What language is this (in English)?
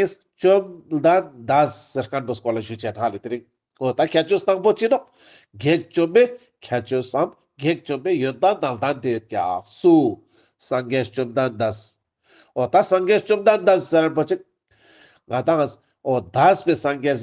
Ladakhi